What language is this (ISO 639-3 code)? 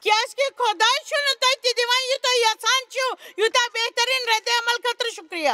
kas